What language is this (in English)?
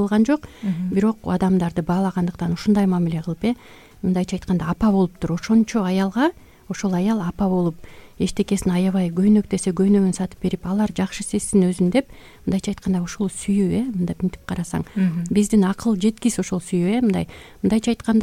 Kyrgyz